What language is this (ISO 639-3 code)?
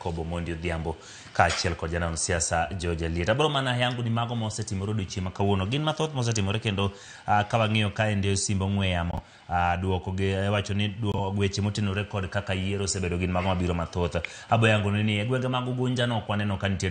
luo